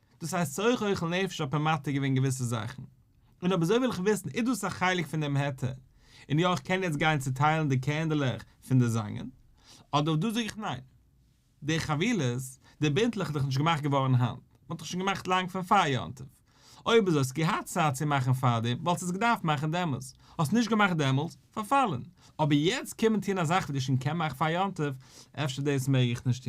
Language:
Yiddish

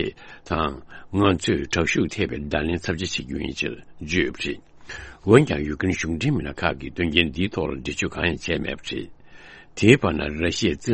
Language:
Tibetan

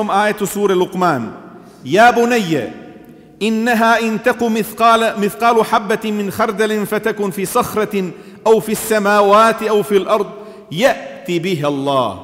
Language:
Bosnian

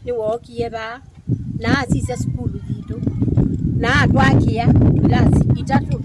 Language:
Kamba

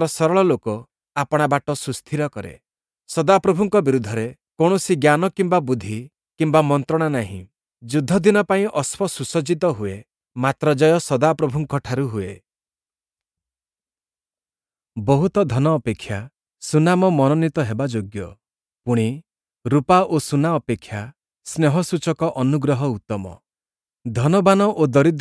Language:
Odia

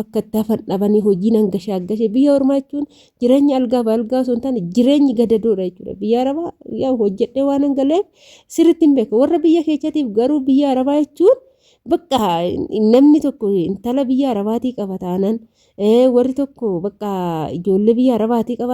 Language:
Oromo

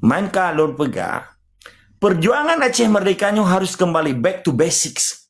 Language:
Achinese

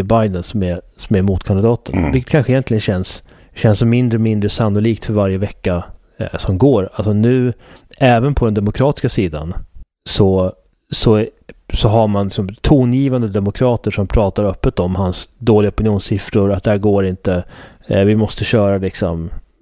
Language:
Swedish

